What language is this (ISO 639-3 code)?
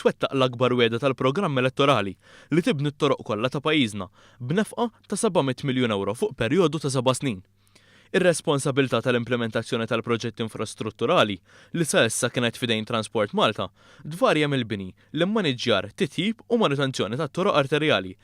mlt